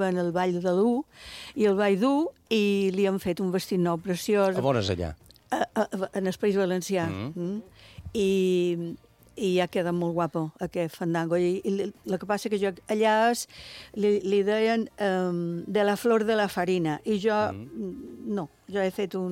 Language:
Catalan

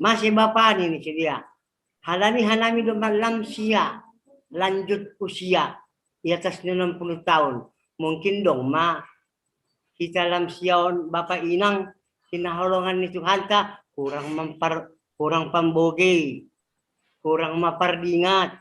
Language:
Batak Simalungun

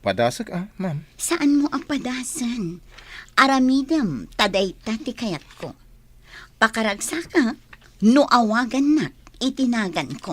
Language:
Iloko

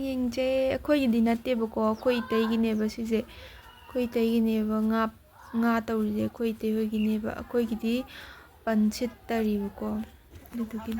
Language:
Manipuri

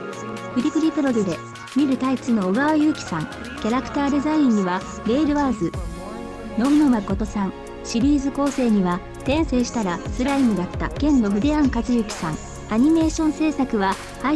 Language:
Japanese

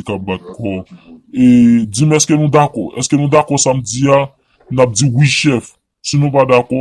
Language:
Haitian Creole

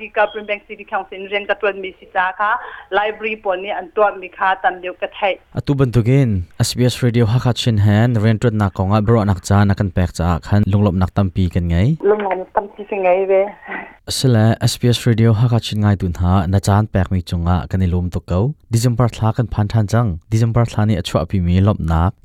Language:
Hakha Chin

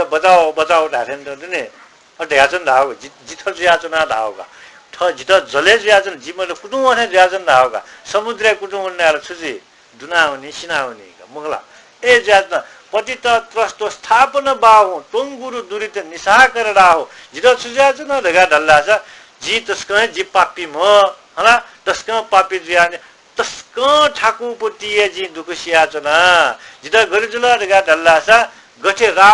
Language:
Newari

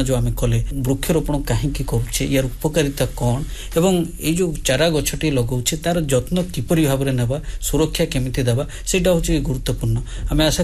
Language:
Odia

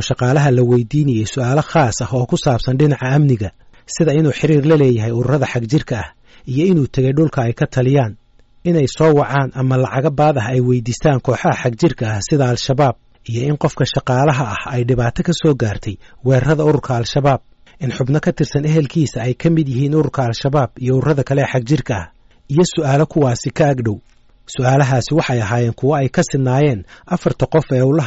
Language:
Somali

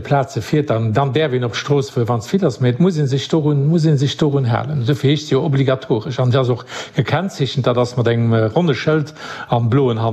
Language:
Luxembourgish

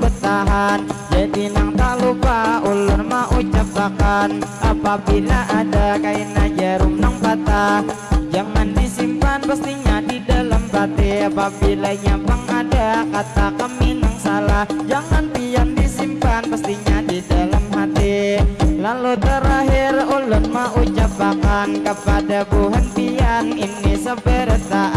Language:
Banjar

